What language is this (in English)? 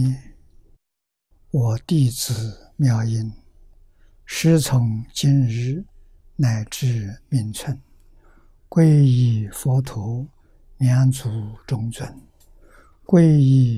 Chinese